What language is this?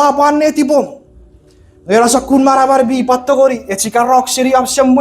Chuukese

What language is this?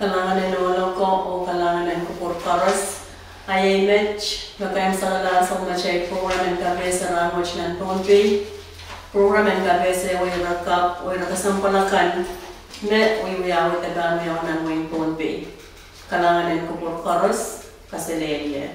Pohnpeian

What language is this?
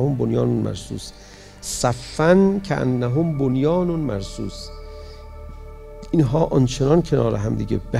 Persian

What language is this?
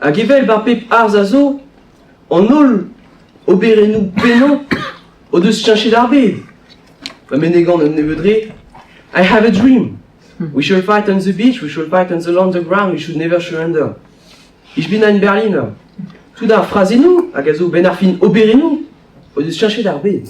Breton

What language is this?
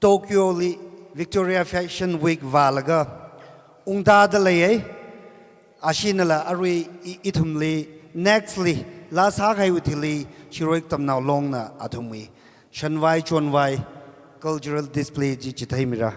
Tangkhul Naga (India)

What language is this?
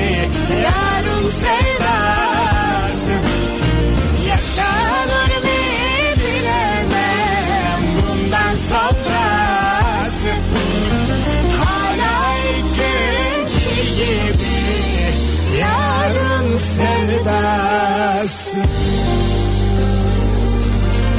Turkish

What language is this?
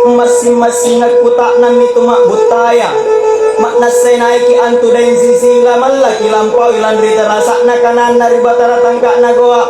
Makasar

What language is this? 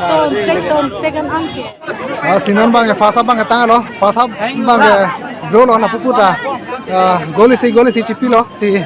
Karbi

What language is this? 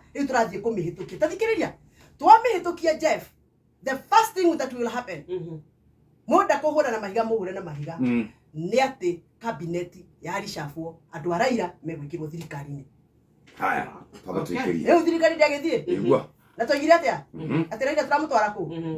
Kikuyu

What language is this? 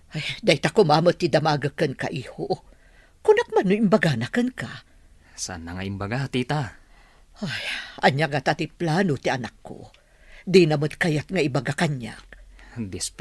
Iloko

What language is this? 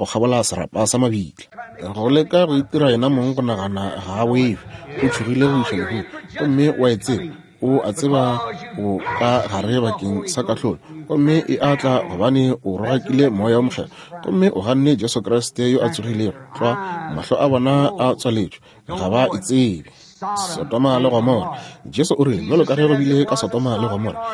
Northern Sotho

